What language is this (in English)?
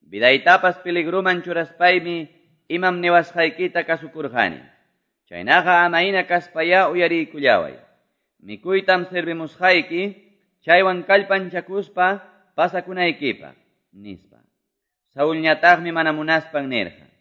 Quechua